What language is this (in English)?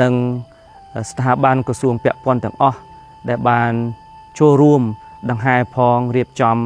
Khmer